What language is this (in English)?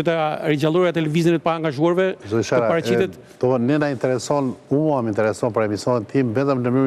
Albanian